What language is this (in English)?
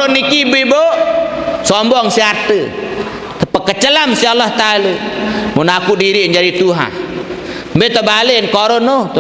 Sasak